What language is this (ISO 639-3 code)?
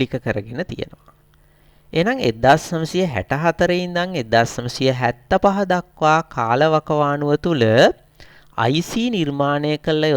sin